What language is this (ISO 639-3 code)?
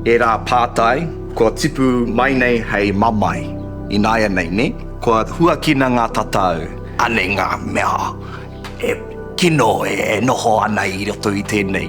mri